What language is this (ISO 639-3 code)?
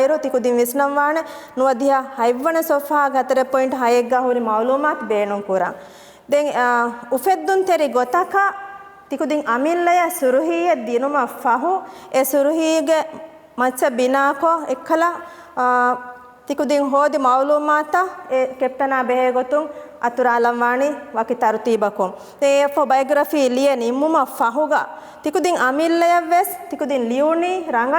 div